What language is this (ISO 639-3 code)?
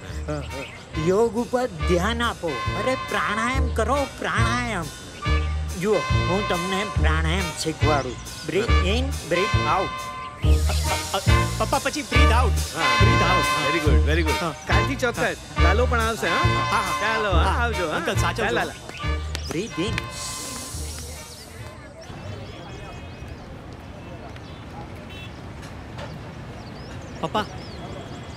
guj